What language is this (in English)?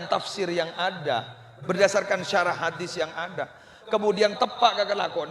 Madurese